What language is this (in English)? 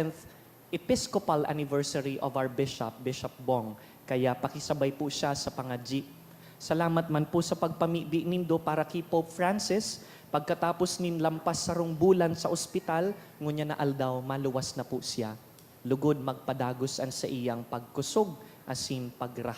Bikol